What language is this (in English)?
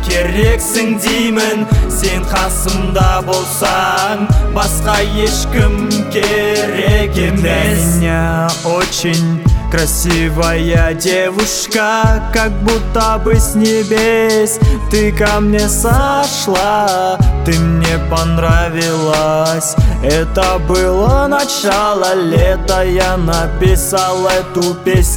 Kazakh